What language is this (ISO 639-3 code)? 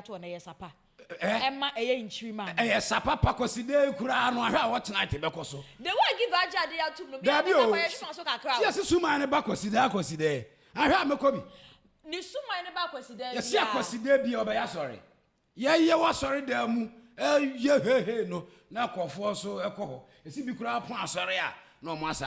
aka